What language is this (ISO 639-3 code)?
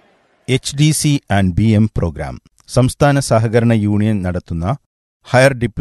mal